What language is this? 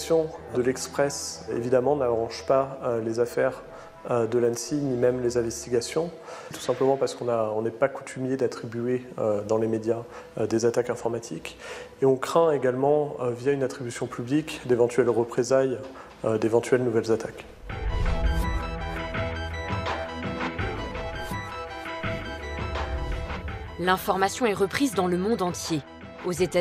French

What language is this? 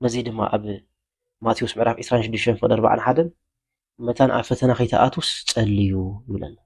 Tigrinya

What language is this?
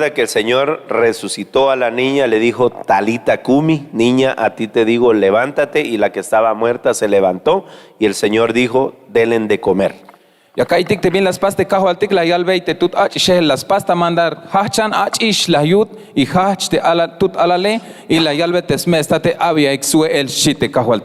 Tzeltal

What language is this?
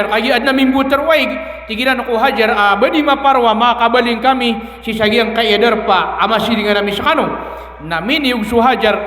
Maranao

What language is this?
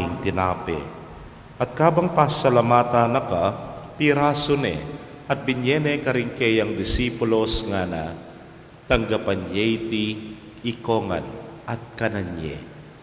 Pampanga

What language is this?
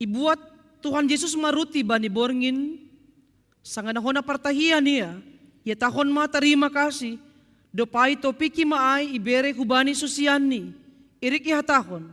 Batak Simalungun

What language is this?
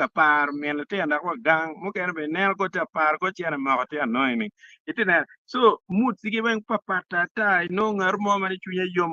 Acoli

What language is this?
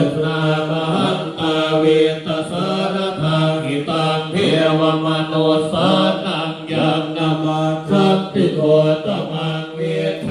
Pali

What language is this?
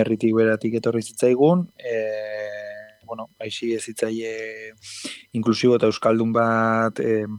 Basque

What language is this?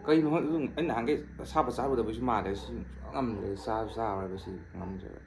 Manipuri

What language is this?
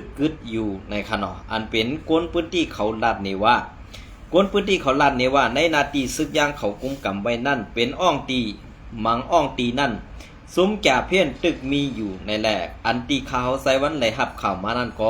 Shan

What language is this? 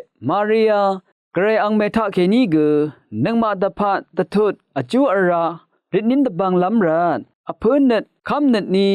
Rawang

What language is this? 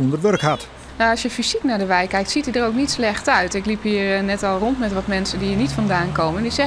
Western Frisian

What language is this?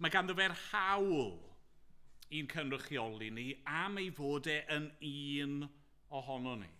Welsh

